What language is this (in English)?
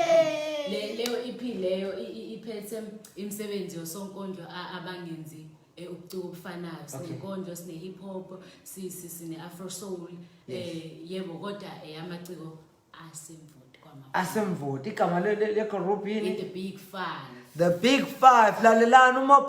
Zulu